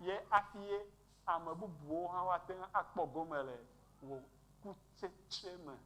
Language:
Ewe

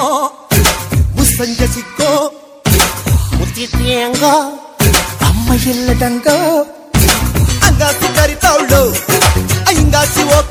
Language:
Kannada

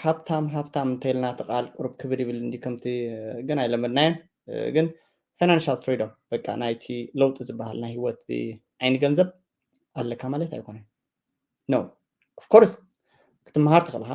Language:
Tigrinya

